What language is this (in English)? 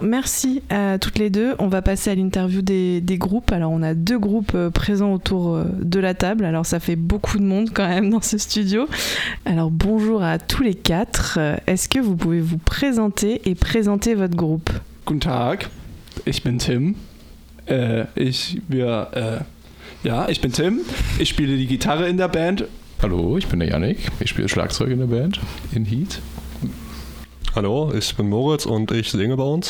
French